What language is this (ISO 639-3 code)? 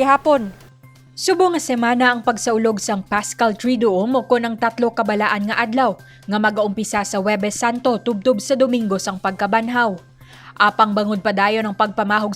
hil